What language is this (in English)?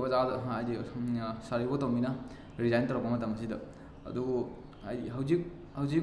Manipuri